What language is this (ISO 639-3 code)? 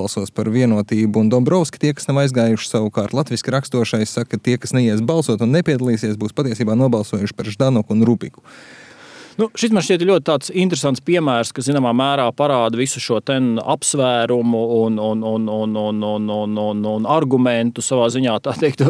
lav